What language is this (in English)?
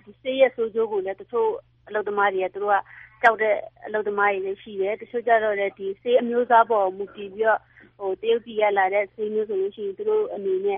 Burmese